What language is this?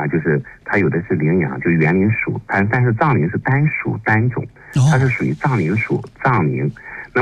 Chinese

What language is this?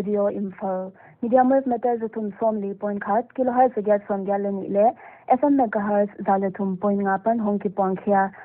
Paite Chin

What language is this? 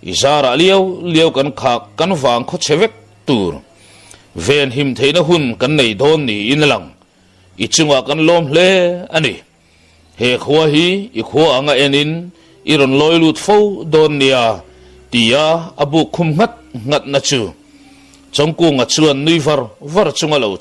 Mizo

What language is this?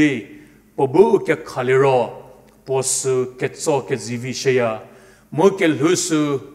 Angami Naga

